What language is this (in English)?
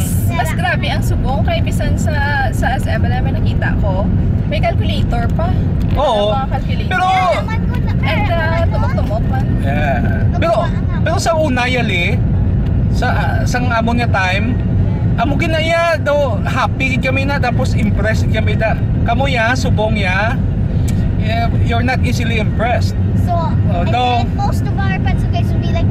Hiligaynon